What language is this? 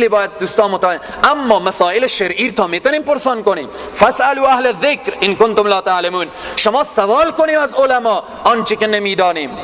Persian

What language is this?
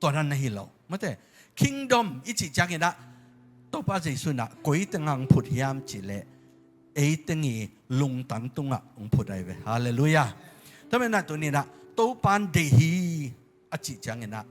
Tedim Chin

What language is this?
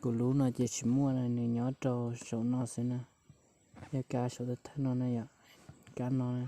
Hmong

